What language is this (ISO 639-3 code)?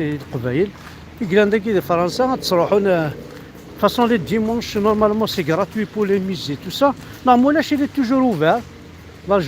kab